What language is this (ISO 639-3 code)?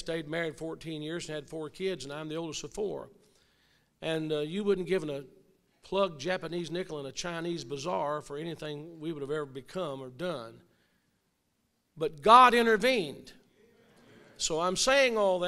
eng